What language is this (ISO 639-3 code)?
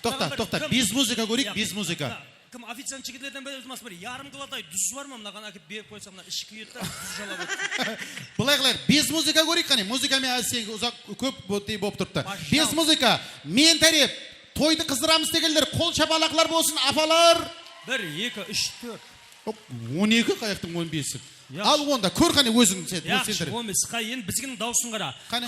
kaa